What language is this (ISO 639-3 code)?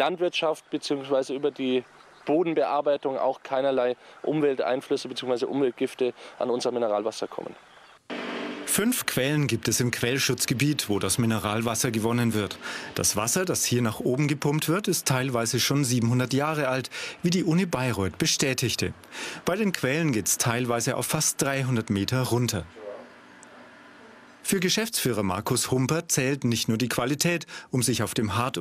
deu